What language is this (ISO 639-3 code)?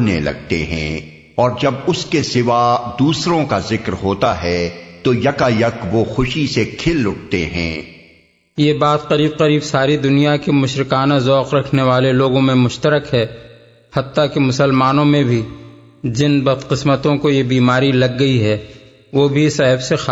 urd